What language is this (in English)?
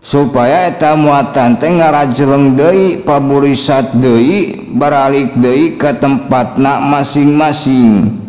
Sundanese